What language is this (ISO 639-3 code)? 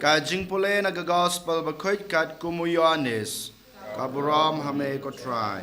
kha